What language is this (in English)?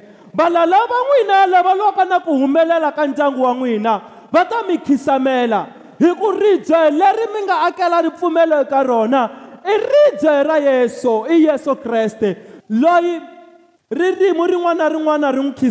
Tsonga